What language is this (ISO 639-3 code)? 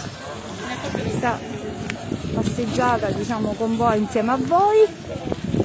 ita